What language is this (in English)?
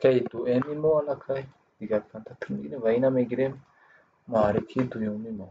Tajik